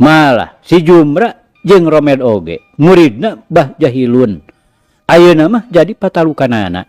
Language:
Sundanese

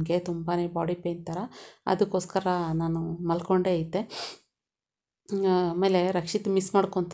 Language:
Kannada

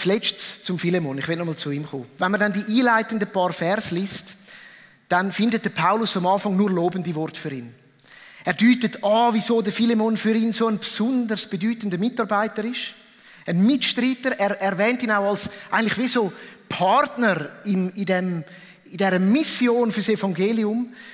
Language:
Swiss German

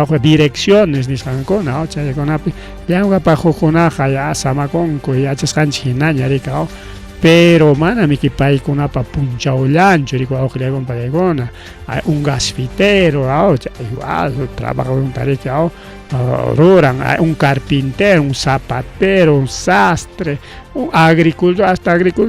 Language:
Ayacucho Quechua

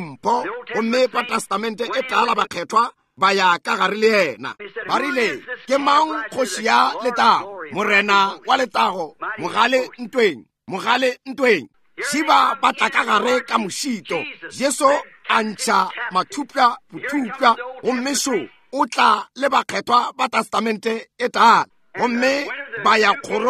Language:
Northern Sotho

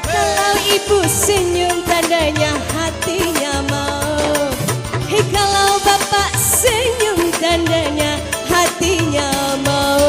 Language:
Banjar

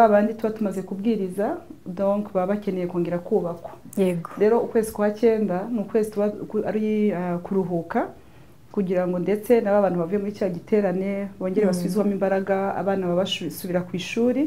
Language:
Kinyarwanda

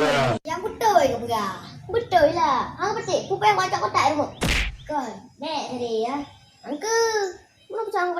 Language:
Achinese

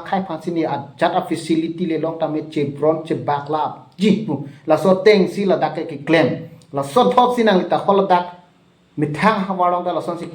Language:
Karbi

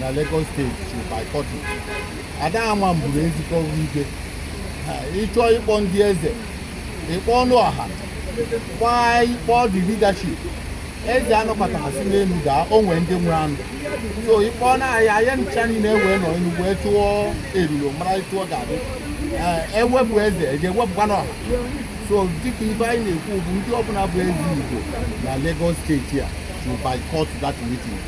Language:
Igbo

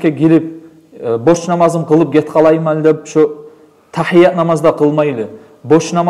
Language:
Kumyk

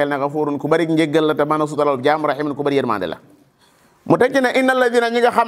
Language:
Wolof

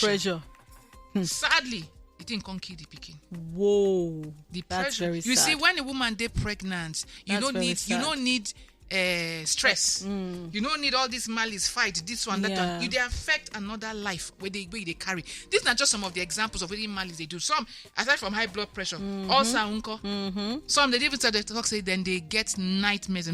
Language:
Nigerian Pidgin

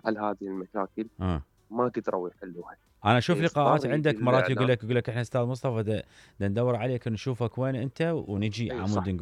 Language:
Mesopotamian Arabic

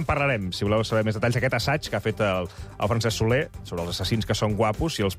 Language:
Catalan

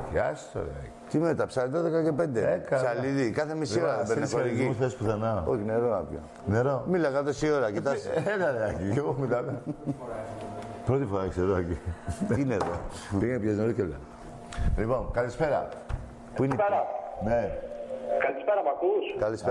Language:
Greek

